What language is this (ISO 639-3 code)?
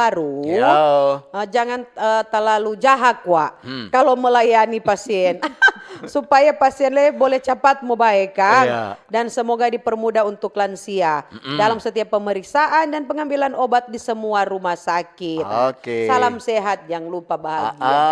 xmm